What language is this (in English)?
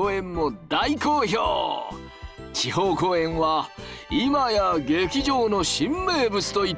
Japanese